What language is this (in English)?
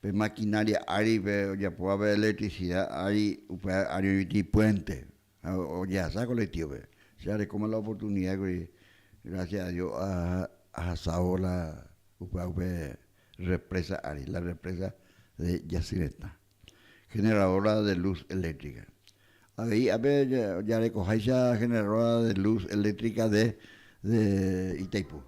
Guarani